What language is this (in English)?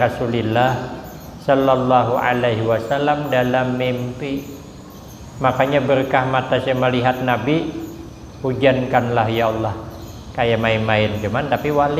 Banjar